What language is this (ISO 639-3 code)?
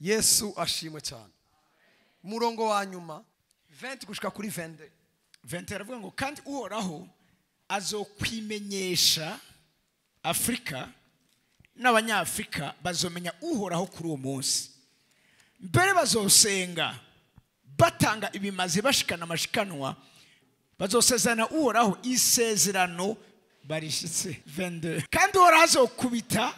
run